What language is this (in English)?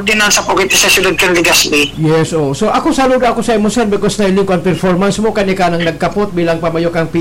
Bikol